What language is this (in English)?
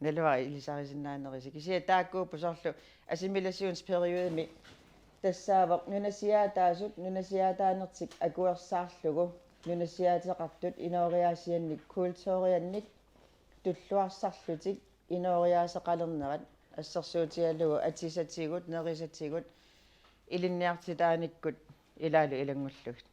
Kalaallisut